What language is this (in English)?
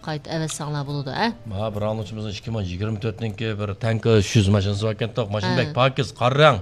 Uyghur